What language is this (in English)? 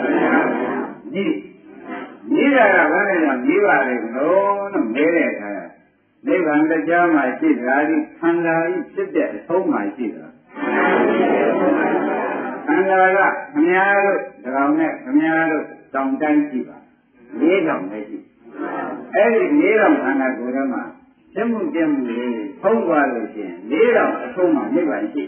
Burmese